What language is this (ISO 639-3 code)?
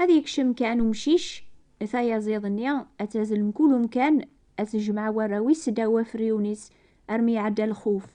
kab